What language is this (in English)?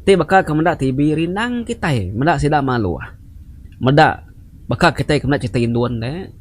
Iban